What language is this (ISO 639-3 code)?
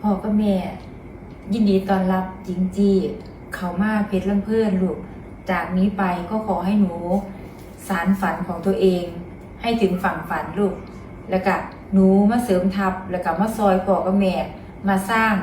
tts